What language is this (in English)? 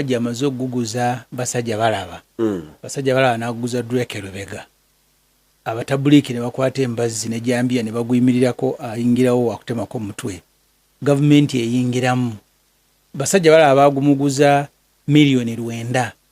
Ganda